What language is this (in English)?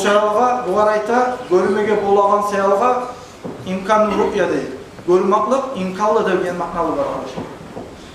Kumyk